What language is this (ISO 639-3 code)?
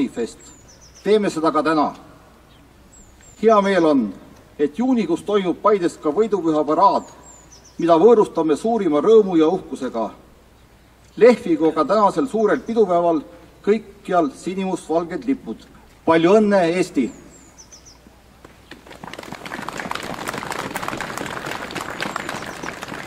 est